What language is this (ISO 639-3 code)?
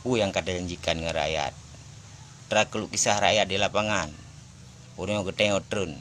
ace